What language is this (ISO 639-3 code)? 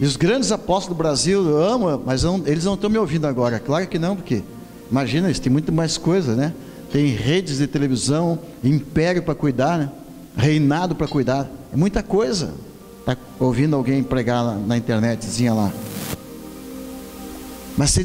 por